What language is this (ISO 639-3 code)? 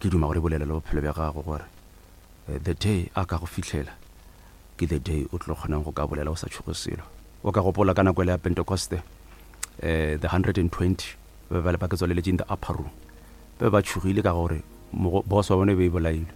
nso